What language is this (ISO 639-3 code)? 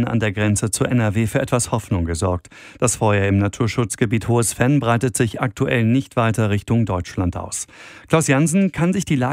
deu